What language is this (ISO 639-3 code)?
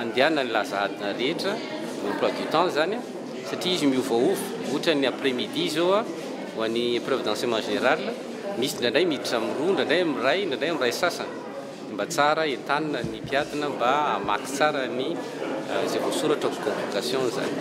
mlg